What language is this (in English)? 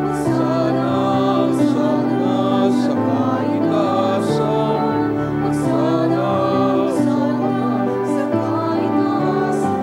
Bikol